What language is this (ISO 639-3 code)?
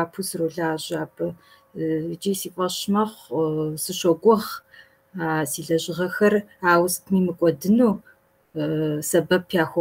kbd